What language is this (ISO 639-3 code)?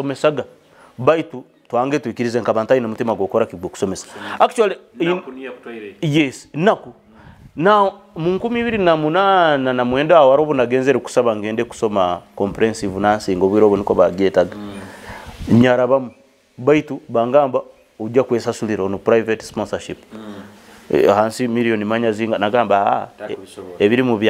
nyo